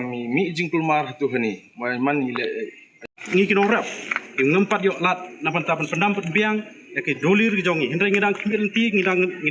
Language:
Pnar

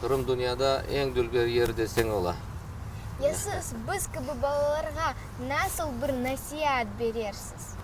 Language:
Crimean Tatar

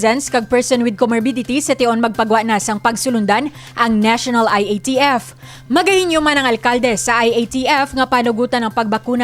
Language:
Hiligaynon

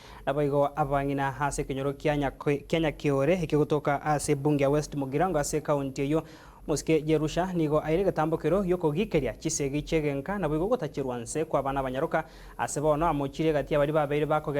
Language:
Gusii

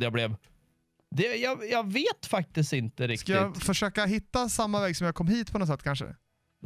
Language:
Swedish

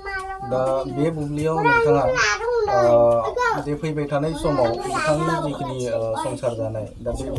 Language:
Bodo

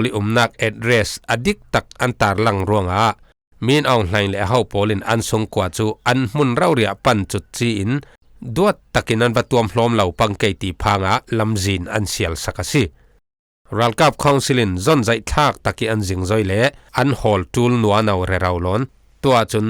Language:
Falam Chin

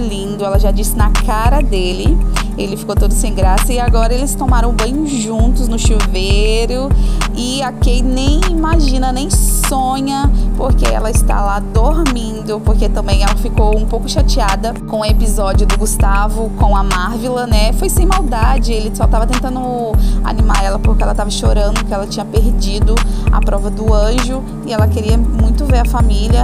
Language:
Portuguese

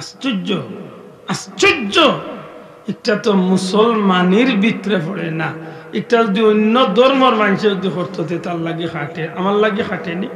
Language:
Sylheti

